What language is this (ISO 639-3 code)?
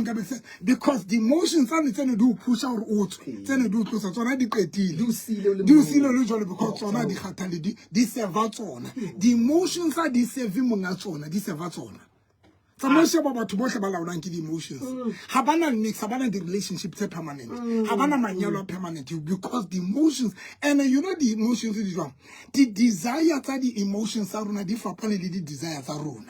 sot